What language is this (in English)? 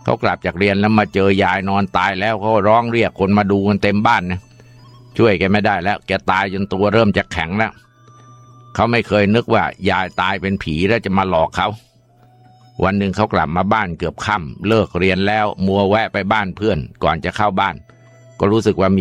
Thai